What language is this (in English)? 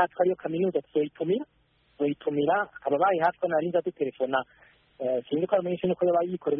Kinyarwanda